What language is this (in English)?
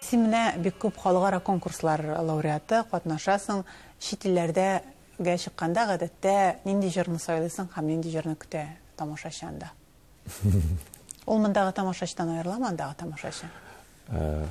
Tatar